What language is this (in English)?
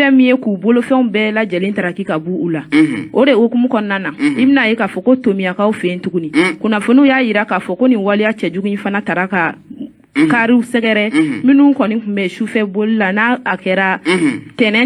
Bambara